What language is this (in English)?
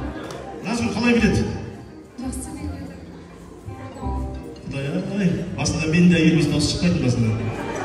Kazakh